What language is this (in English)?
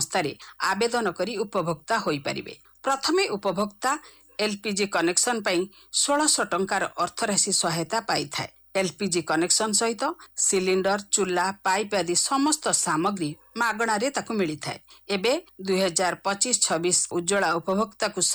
Odia